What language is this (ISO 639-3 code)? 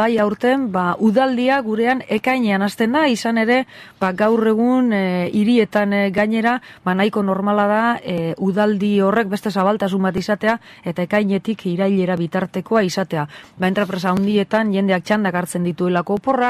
eus